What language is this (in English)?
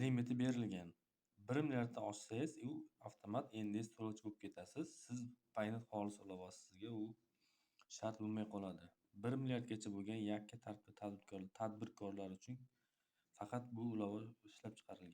Uzbek